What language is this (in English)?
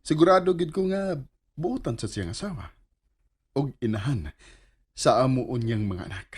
Cebuano